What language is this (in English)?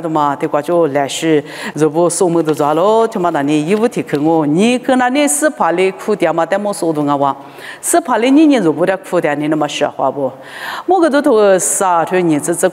Lisu